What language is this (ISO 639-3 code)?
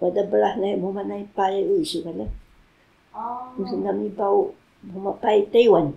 trv